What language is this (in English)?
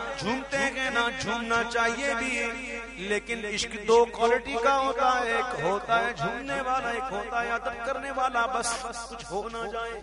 Urdu